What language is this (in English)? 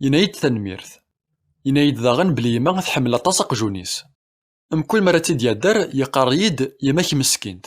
Kabyle